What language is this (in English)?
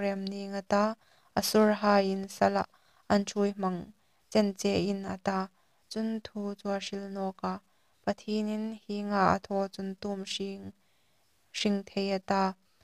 Hmar